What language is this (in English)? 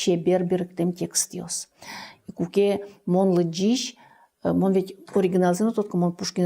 Udmurt